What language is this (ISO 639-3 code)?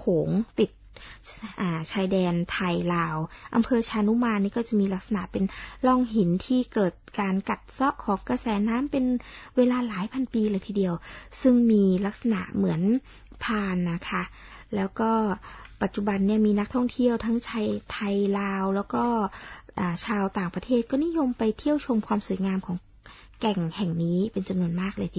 tha